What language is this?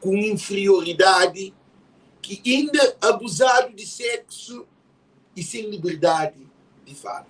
Kabuverdianu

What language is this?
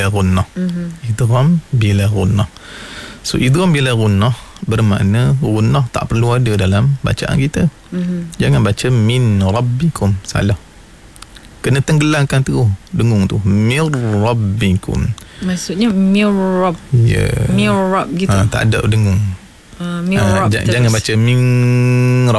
Malay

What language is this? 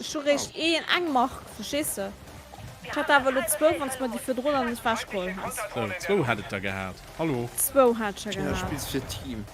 Luxembourgish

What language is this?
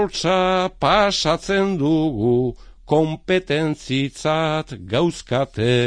Basque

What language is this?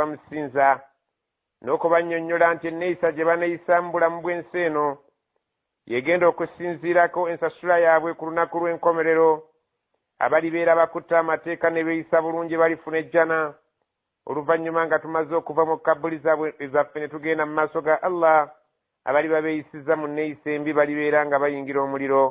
Ganda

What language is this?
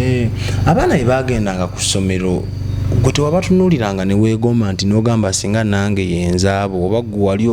Ganda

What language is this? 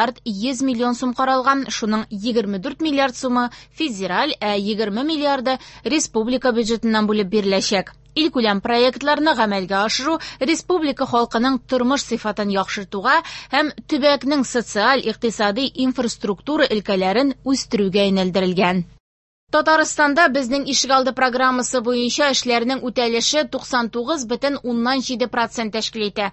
Tatar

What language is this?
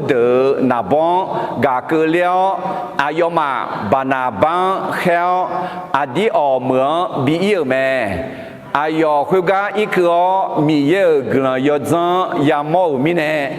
Akha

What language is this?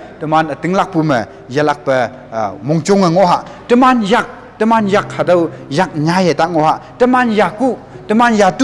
Konyak Naga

